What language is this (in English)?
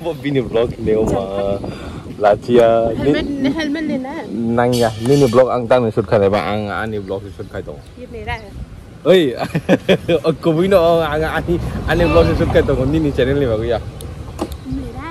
Kok Borok